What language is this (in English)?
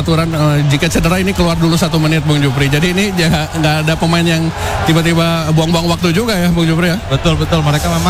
Indonesian